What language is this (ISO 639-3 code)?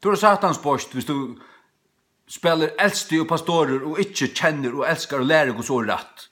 fao